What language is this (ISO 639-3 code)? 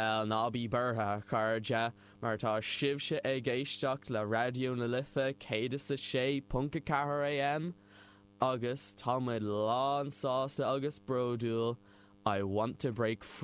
gle